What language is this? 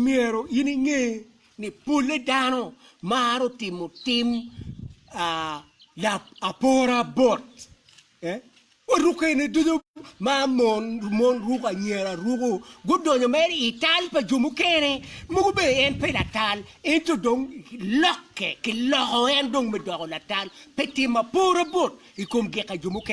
Acoli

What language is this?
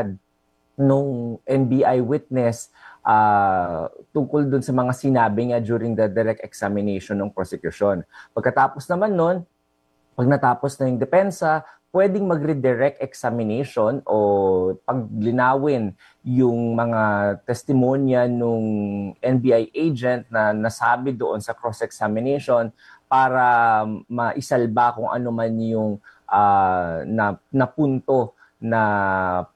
Filipino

